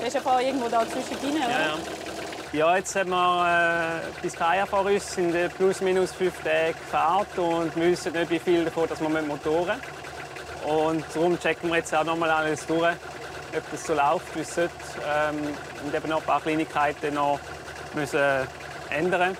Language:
Swiss German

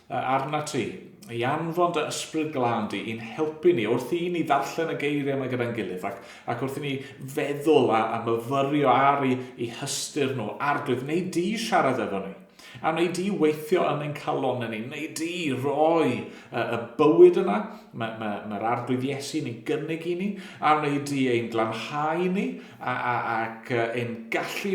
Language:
Welsh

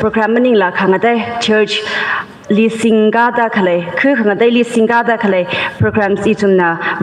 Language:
Tangkhul Naga (India)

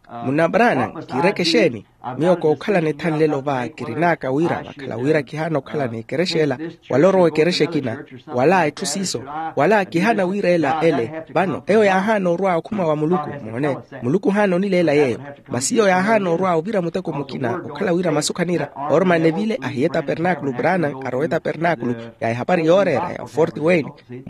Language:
Makhuwa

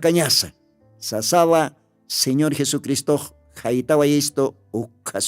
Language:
Aymara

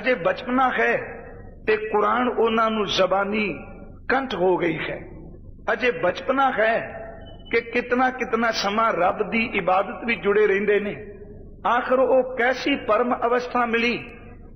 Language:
Punjabi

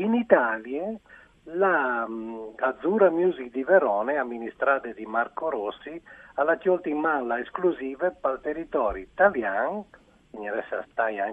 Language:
Friulian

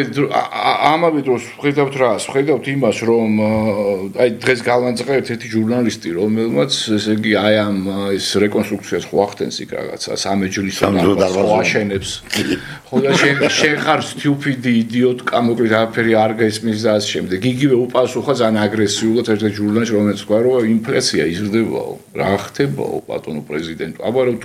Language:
Georgian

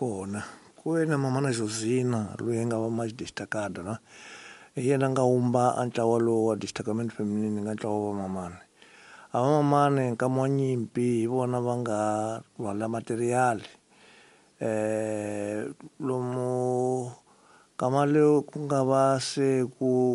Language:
Tsonga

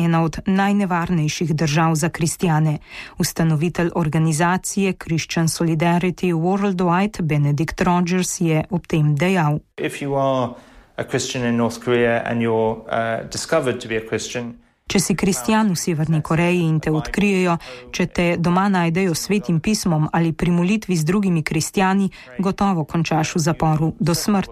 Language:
Slovenian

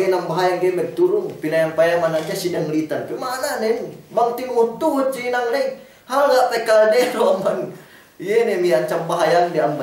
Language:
Yakan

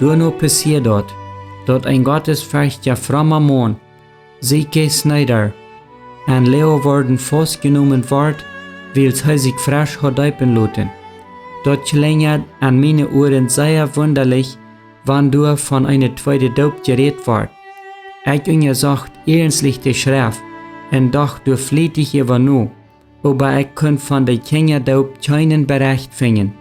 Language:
Plautdietsch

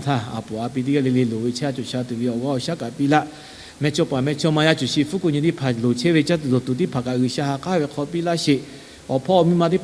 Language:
Lahu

